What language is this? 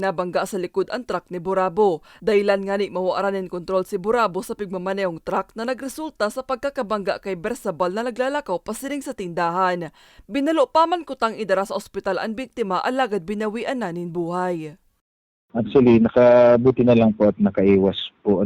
Bikol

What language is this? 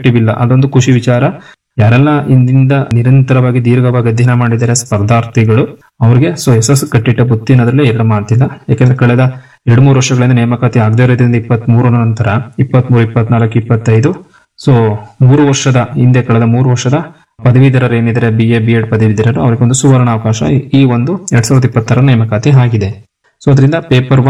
Kannada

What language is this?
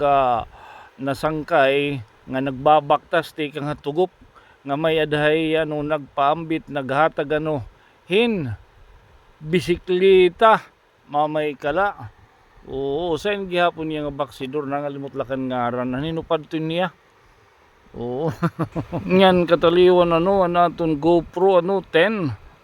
Waray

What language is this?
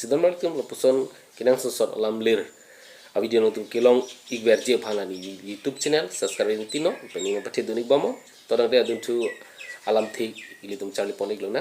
Karbi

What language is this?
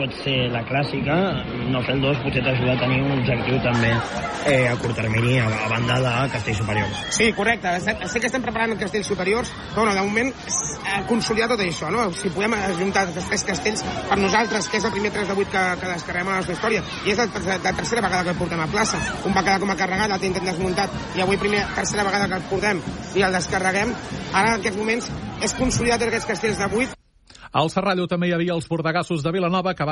Catalan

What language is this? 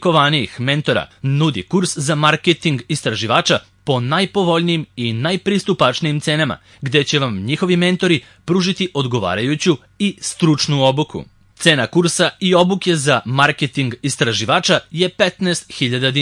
Serbian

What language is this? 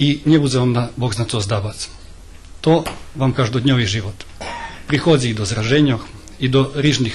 Rusyn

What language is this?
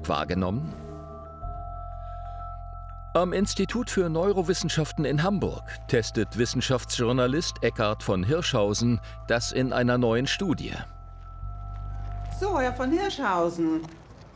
German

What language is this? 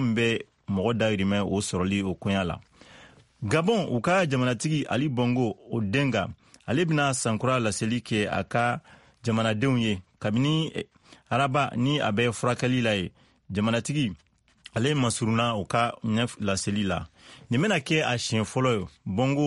Bambara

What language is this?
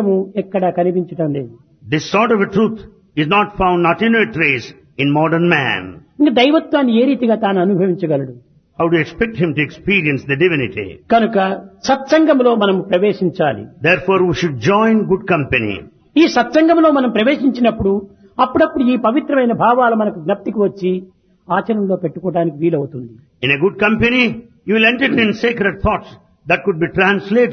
Telugu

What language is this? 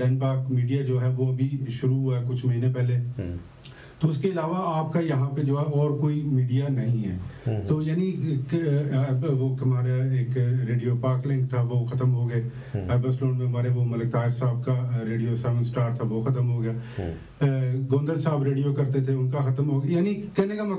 Urdu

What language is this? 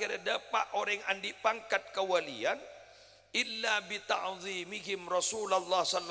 Madurese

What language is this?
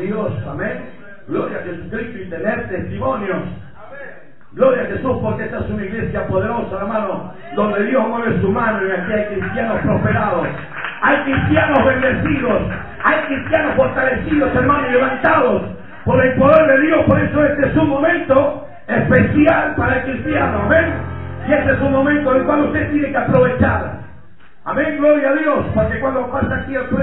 Spanish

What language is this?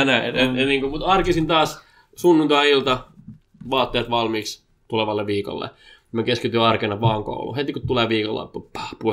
Finnish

